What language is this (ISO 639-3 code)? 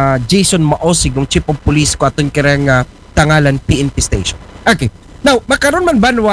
akl